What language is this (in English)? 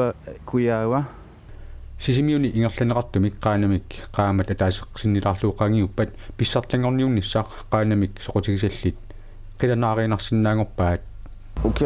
Kalaallisut